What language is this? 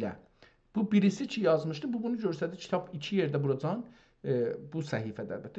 South Azerbaijani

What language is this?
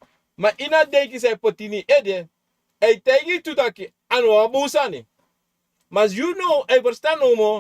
Sranan Tongo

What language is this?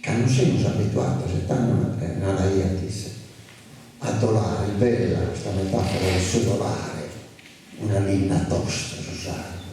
Sardinian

